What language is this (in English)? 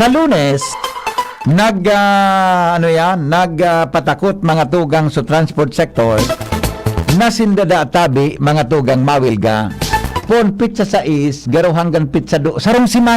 Bikol